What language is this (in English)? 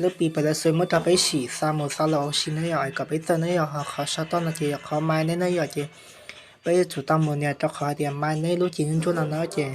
Hmong